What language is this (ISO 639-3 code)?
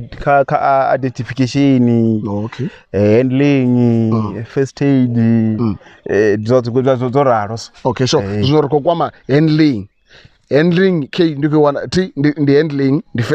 ven